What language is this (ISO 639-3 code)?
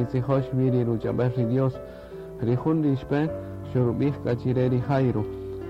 cak